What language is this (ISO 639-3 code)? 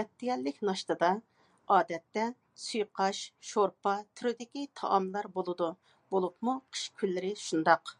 uig